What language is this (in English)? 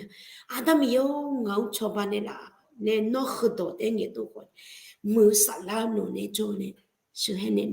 Akha